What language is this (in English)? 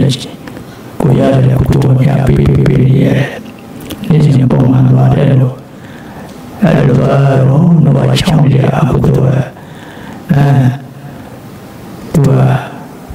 Burmese